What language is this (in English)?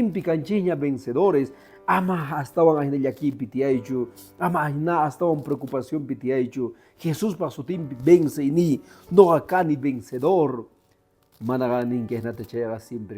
Quechua